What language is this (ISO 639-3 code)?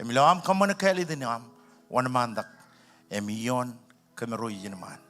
mah